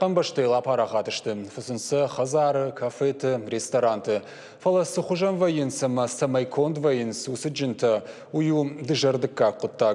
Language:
Ossetic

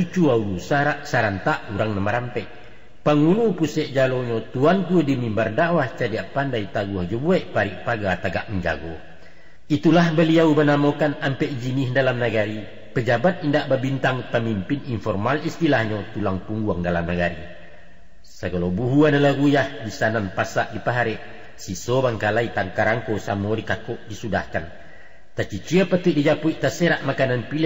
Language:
Minangkabau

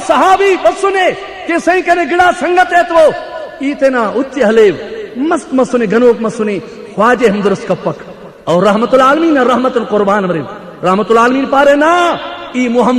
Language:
Brahui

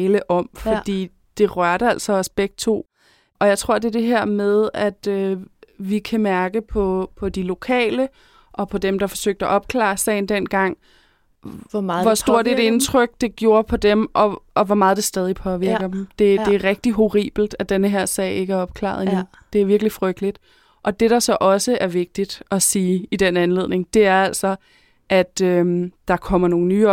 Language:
Danish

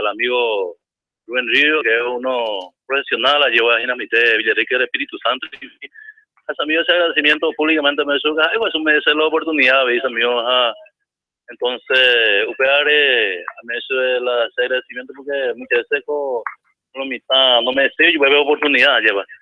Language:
Guarani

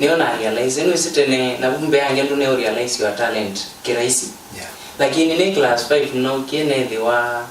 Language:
Kamba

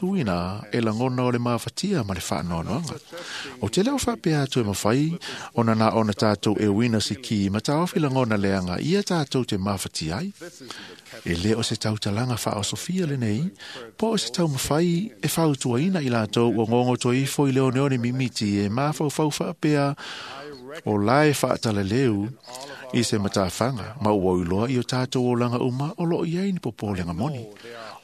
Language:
Samoan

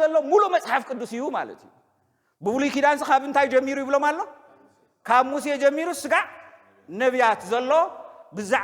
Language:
Tigrinya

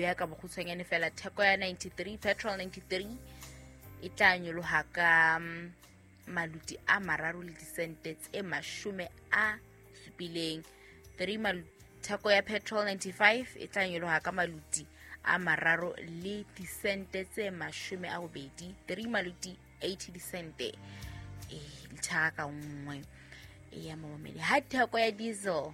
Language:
Southern Sotho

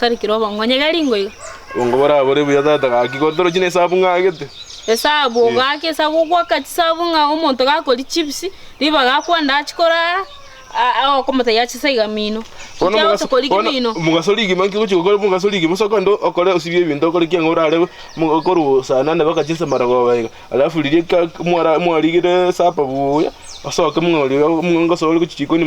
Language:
Gusii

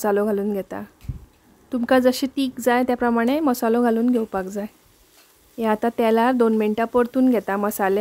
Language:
Konkani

